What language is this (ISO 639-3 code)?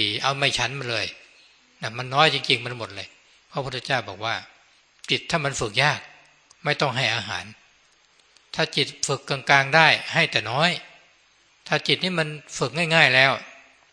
tha